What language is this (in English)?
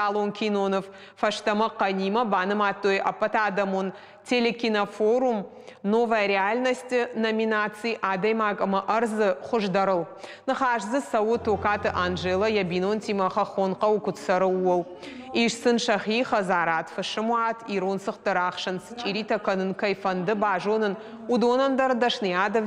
Ossetic